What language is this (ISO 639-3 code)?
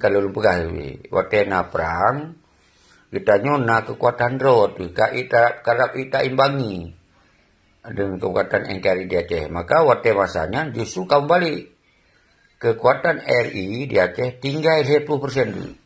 ace